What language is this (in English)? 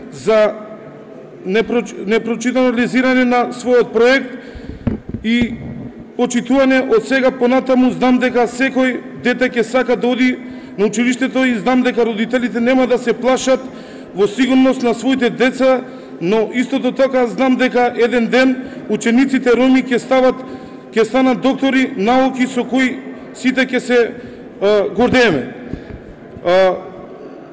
Macedonian